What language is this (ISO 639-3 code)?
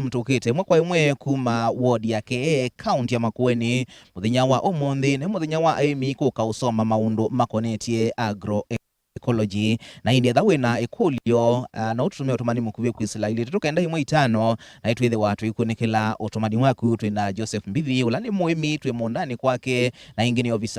kam